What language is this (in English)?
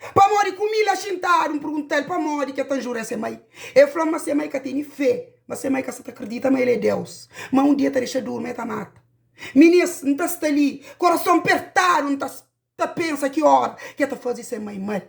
Kabuverdianu